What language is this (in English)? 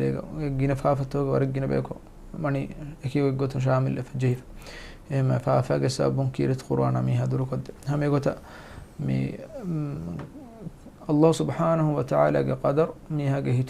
Divehi